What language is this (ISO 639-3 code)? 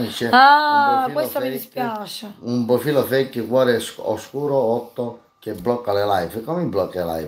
ita